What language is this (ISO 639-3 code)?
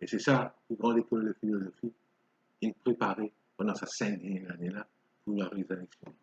mfe